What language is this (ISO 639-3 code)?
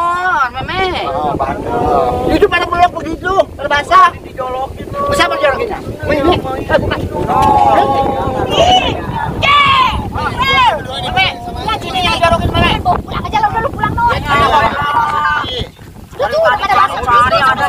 bew